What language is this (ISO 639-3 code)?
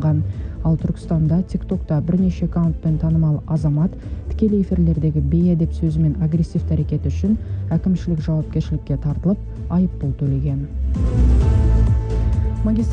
kaz